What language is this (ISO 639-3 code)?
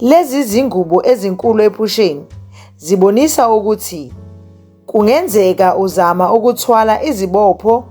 zul